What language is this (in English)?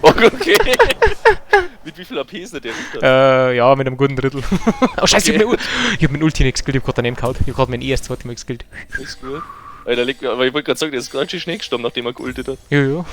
Bavarian